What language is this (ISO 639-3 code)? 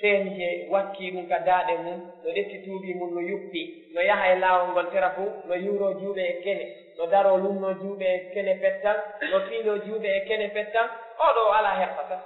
ful